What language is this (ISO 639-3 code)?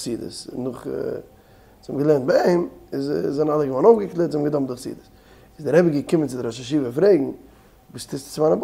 yid